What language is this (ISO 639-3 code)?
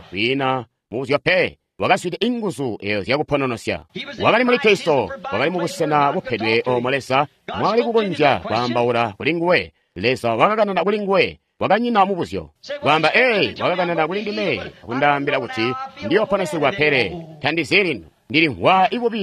toi